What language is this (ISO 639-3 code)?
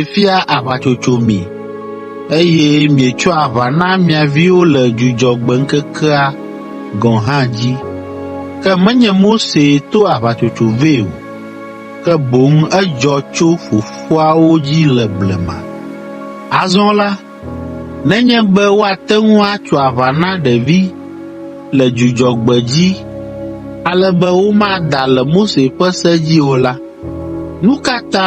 ewe